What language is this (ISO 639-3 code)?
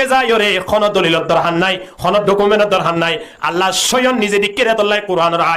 rhg